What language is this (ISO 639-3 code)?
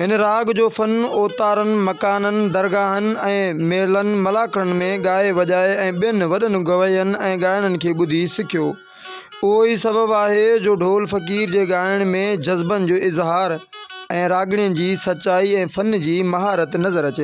snd